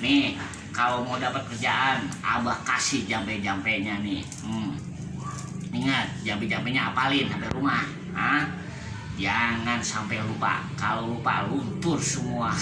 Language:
Betawi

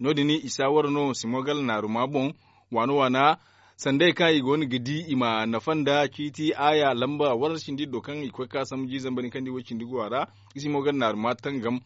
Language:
Zarma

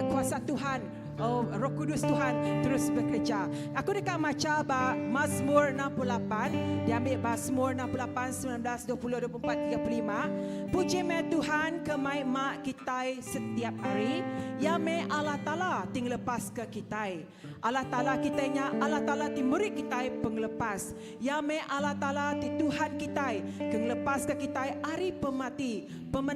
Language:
Iban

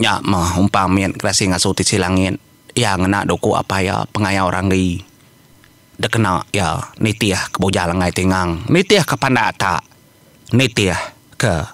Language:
Iban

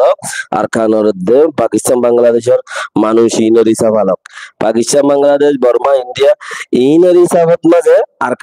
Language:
Rohingya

